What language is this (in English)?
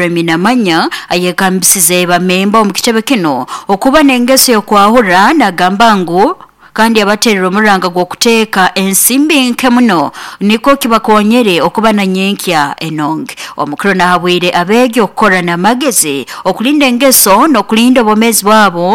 Nyoro